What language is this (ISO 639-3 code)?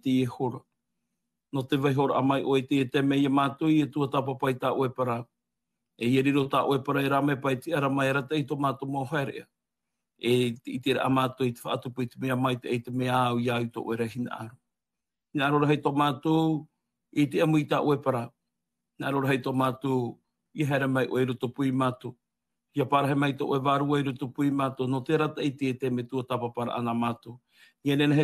tah